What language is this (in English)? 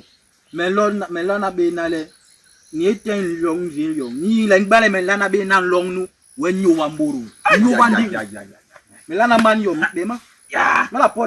Basaa